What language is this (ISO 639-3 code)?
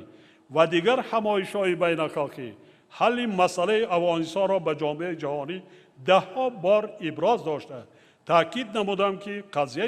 tgk